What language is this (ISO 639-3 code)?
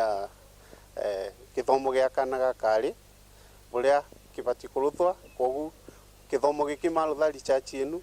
mer